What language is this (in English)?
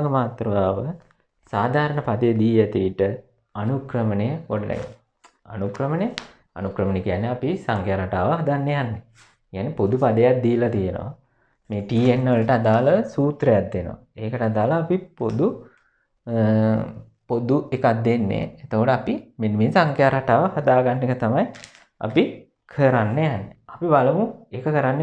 Sinhala